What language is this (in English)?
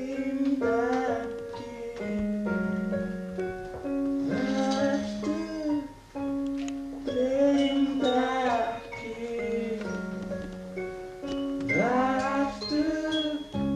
Icelandic